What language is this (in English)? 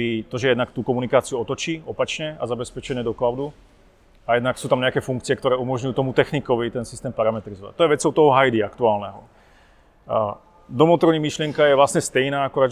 Czech